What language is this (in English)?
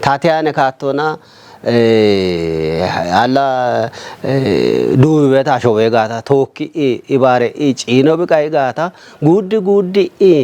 Kafa